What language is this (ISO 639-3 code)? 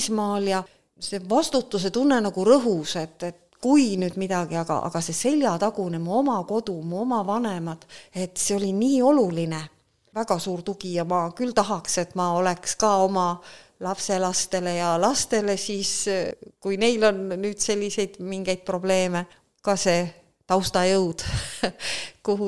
est